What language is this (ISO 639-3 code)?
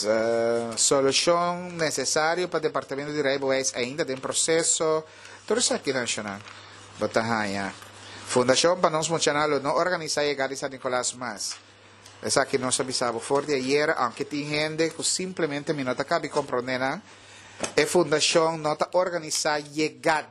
pap